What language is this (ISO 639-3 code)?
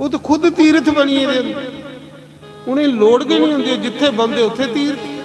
doi